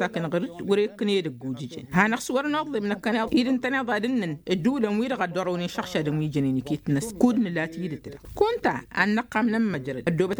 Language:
Tamasheq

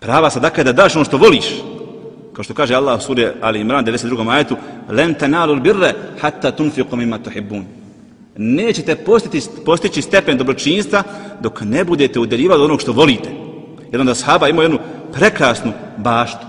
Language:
Bosnian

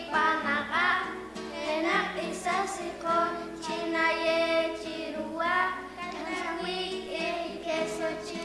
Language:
Poqomchi'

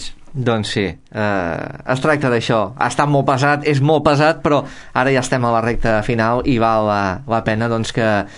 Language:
Catalan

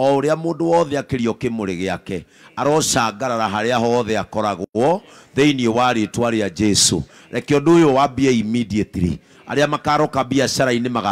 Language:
Kikuyu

